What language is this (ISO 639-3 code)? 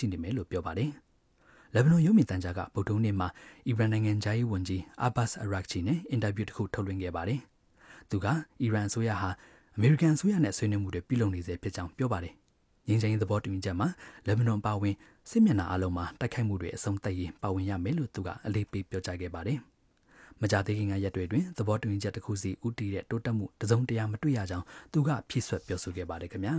mya